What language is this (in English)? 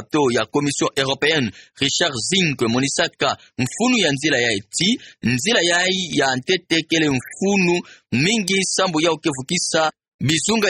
Kituba (Democratic Republic of Congo)